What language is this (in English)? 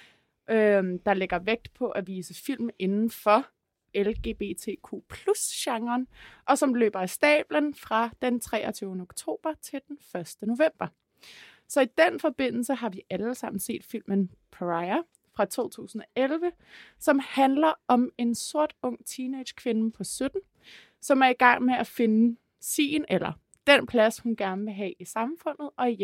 Danish